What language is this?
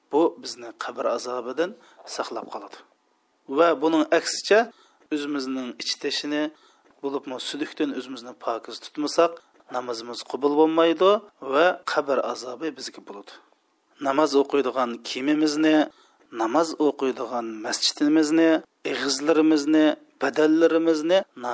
Uyghur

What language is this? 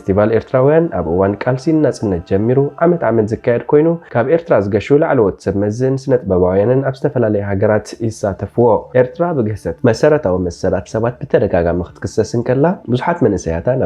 Tigrinya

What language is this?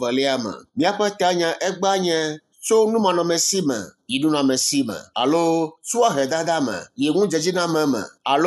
Ewe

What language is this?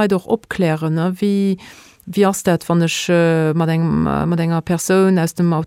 Luxembourgish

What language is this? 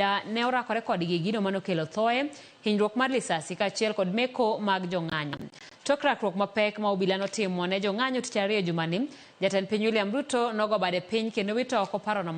Luo (Kenya and Tanzania)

